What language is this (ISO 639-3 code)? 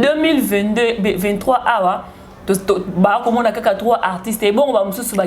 lin